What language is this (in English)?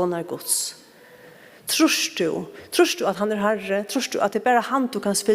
Faroese